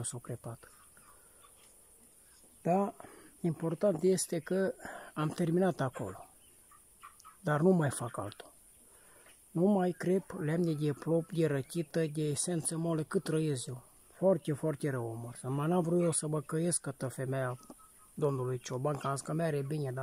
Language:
Romanian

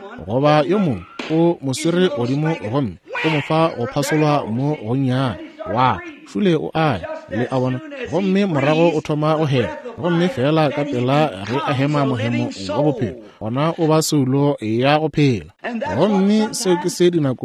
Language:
Northern Sotho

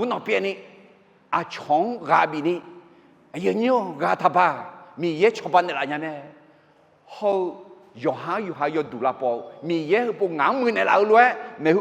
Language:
Akha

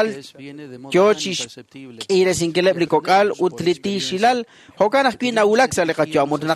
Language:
Kekchí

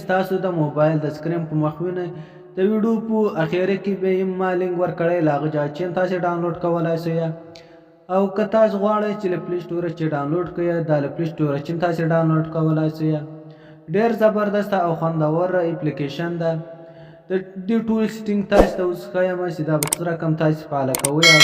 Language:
Pashto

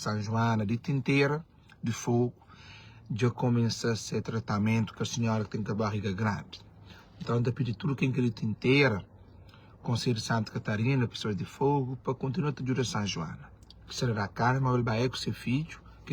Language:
Kabuverdianu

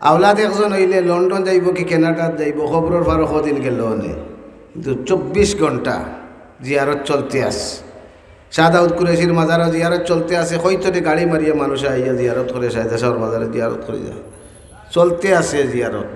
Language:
Sylheti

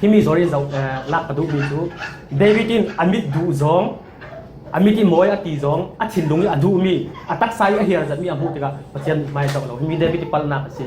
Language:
Falam Chin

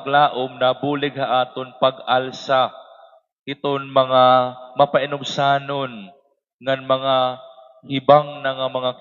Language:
Waray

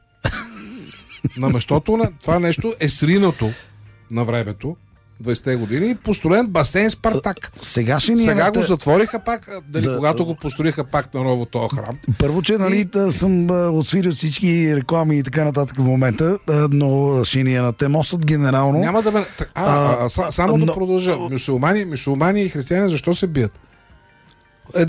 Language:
Bulgarian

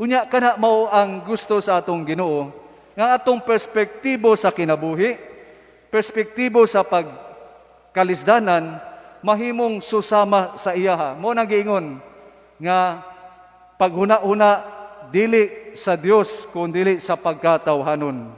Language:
Cebuano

